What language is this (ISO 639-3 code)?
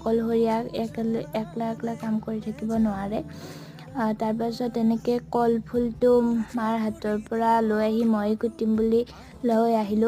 asm